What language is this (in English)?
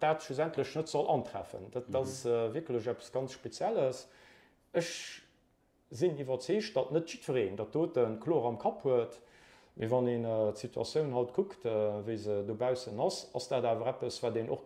Luxembourgish